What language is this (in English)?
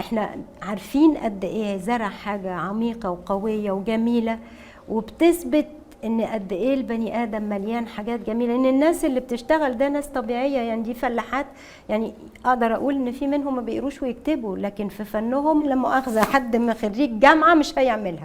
Egyptian Arabic